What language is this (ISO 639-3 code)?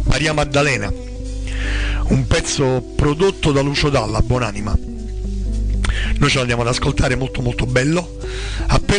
ita